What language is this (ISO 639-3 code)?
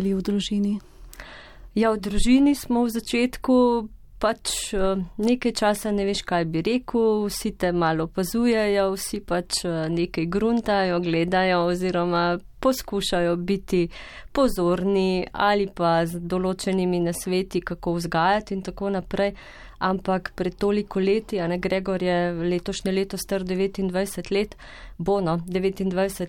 slv